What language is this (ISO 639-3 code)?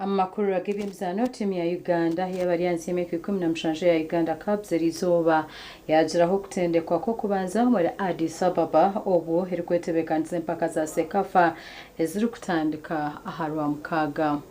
nyn